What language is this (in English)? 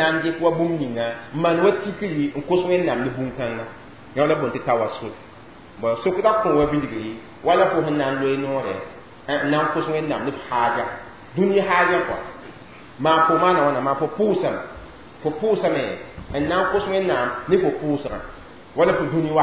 Mossi